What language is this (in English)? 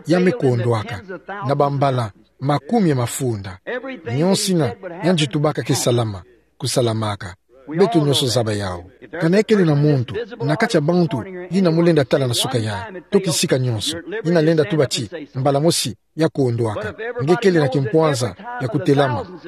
Kituba (Democratic Republic of Congo)